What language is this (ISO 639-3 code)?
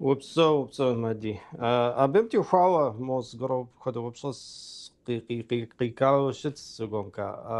kbd